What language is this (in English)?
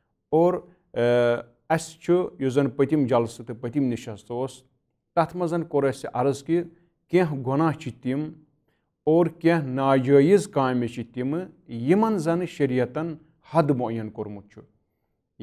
Kashmiri